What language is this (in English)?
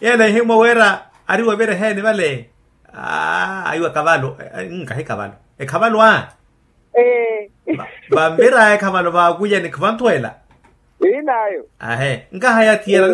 Makhuwa